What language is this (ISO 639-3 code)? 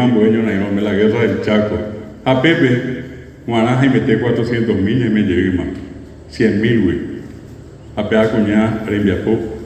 grn